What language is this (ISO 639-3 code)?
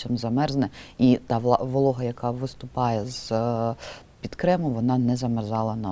ukr